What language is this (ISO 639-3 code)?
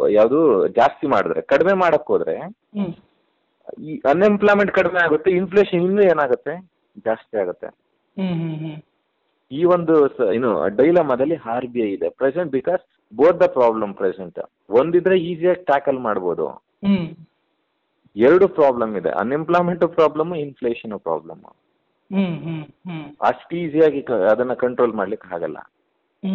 kan